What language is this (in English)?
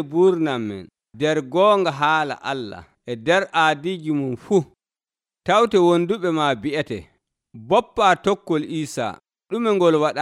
Nigerian Fulfulde